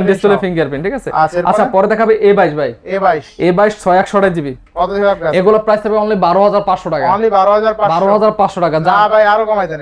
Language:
Bangla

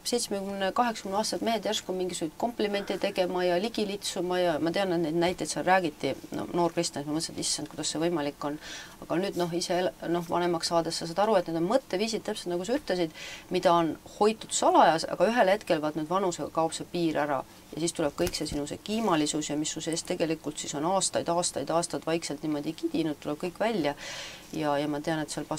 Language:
Estonian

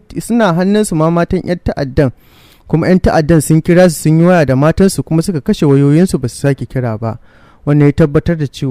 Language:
Hausa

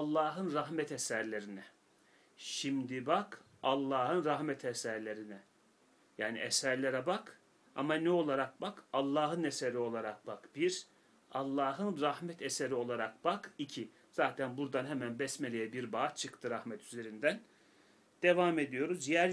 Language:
Turkish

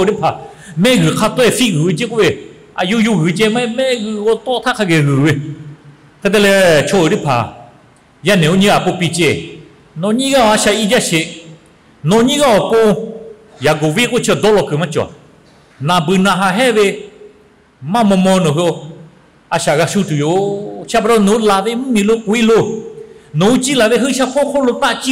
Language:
Lahu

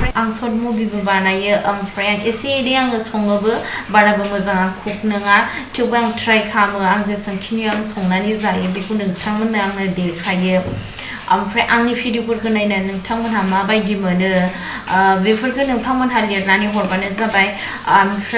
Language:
Bodo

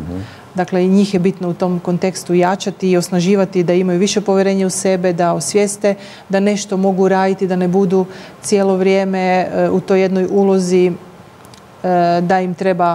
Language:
Croatian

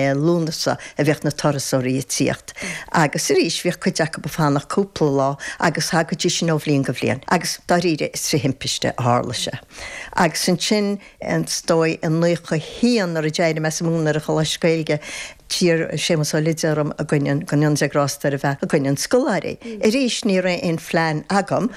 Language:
Irish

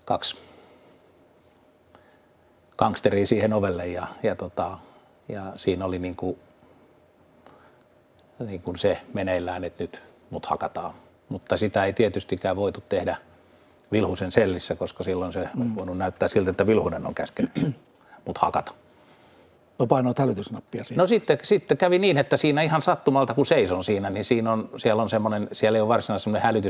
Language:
Finnish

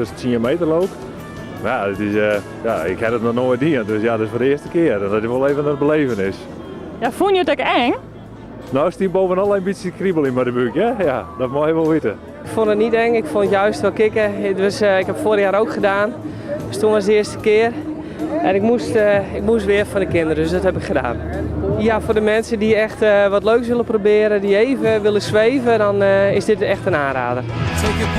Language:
Western Frisian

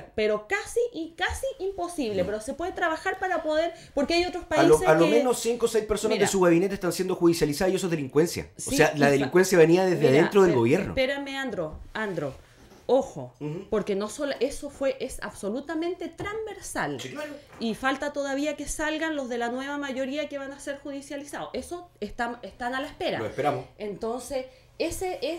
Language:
Spanish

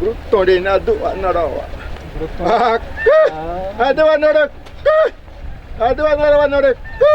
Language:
Xavánte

